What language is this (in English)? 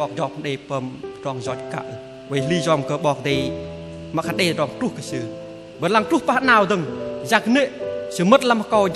Bahnar